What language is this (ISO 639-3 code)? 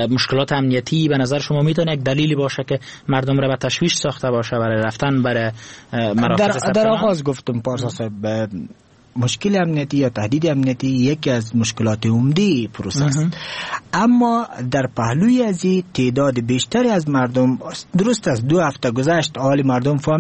fas